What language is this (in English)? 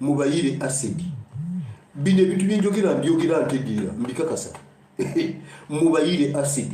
Ganda